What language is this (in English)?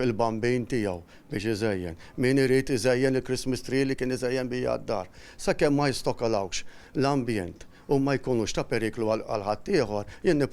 Maltese